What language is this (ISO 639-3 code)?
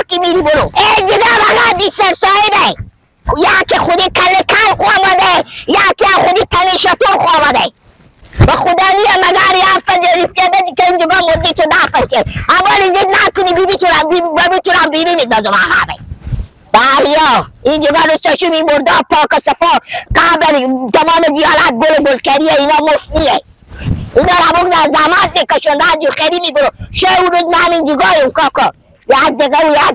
fas